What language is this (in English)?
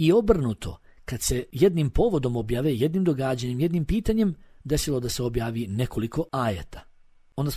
Bosnian